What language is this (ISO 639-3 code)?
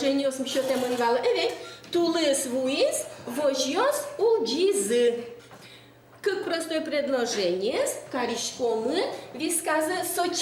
udm